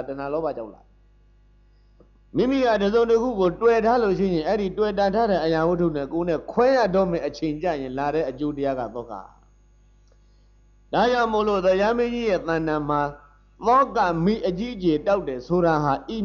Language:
Burmese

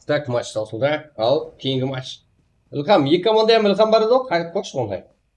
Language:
Kara-Kalpak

